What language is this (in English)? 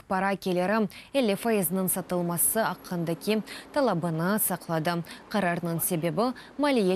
Crimean Tatar